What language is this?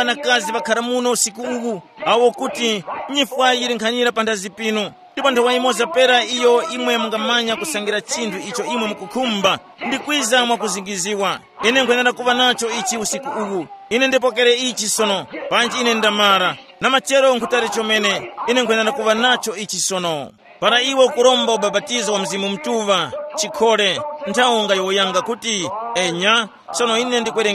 Tumbuka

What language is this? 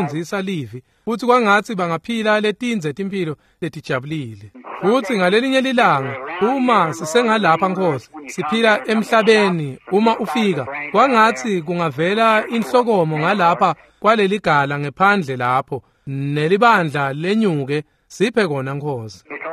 Swati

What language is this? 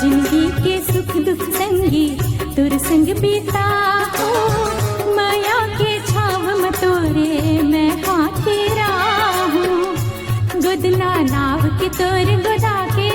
Chhattisgarhi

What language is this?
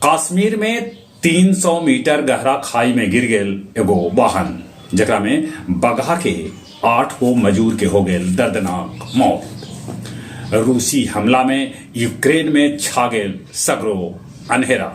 Magahi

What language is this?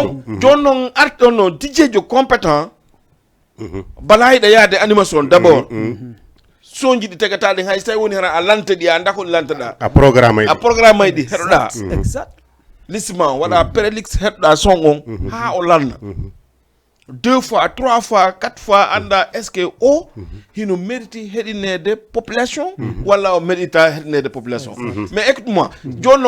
Fula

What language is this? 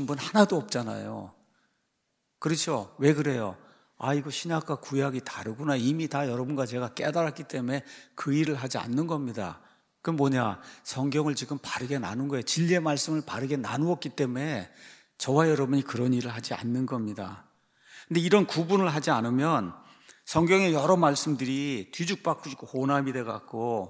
Korean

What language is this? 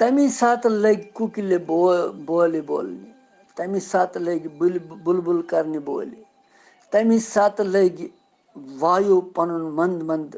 Kashmiri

